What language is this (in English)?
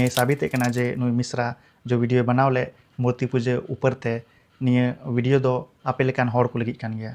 Santali